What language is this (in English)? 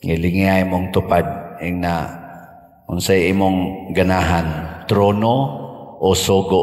Cebuano